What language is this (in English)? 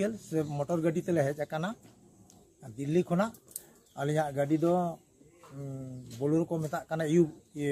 Santali